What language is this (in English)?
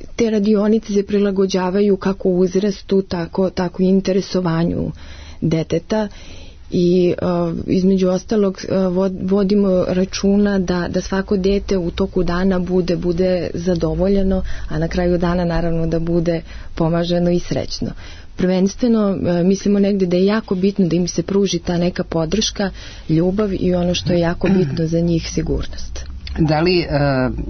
Serbian